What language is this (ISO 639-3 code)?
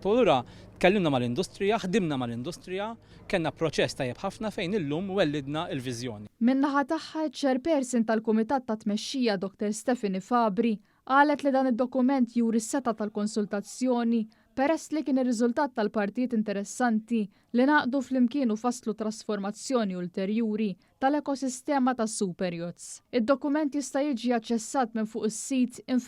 mlt